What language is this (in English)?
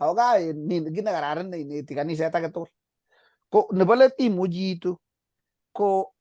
Kalenjin